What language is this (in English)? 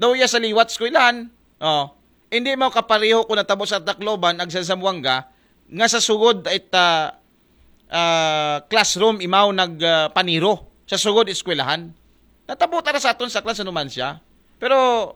Aklanon